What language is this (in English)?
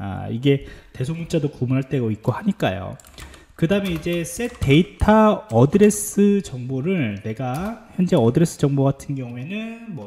Korean